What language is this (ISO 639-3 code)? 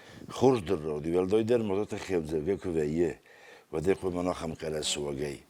oss